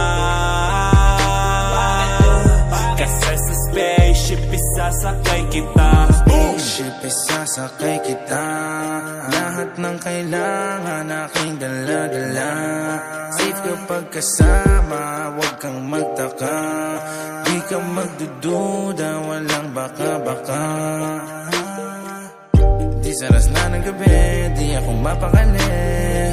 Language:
Filipino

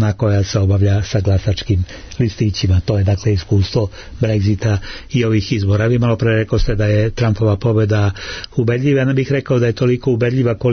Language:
Serbian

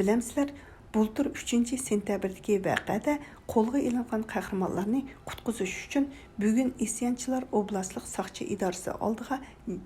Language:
Uyghur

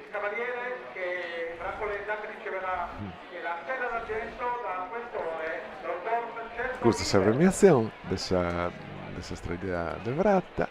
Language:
Sardinian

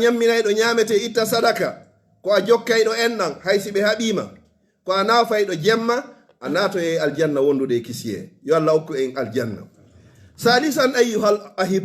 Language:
Pular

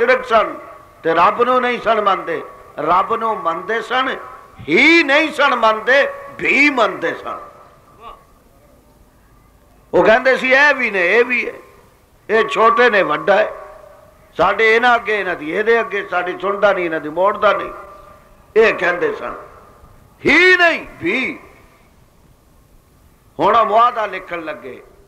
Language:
Western Panjabi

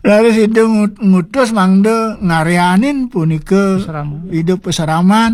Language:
Balinese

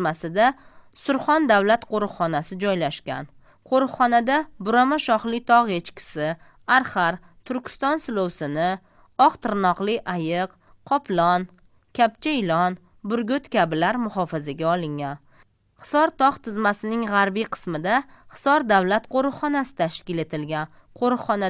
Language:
Uzbek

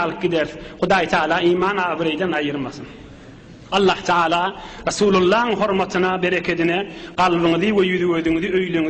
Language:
Turkmen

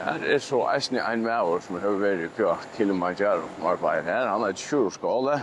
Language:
Faroese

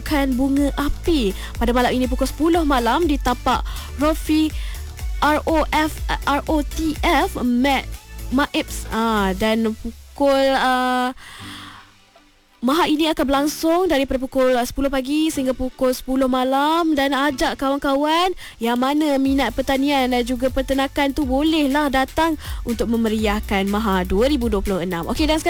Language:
Malay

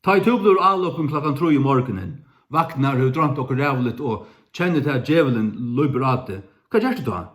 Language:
Faroese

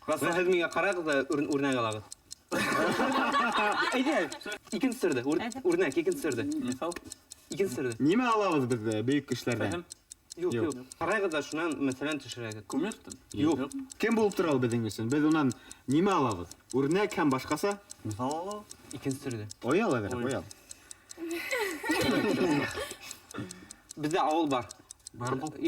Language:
Bashkir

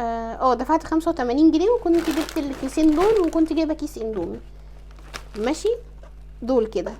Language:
Egyptian Arabic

